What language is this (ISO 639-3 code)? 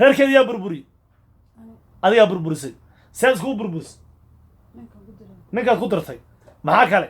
som